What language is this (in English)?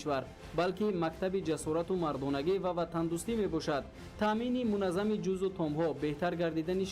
Tajik